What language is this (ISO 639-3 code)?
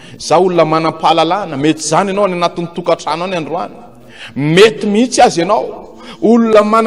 mlg